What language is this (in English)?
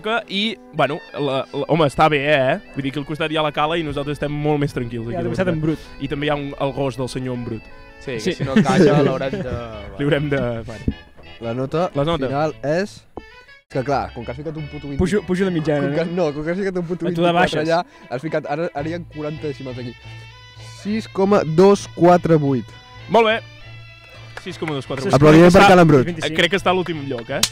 Catalan